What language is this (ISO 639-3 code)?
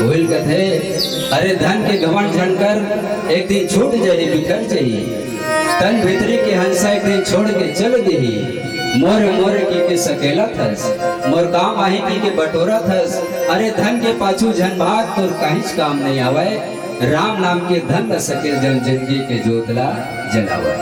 hne